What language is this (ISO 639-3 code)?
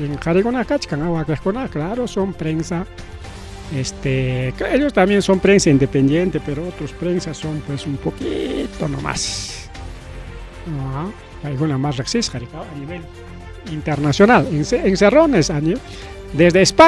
quy